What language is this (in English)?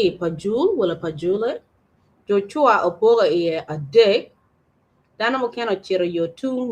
Acoli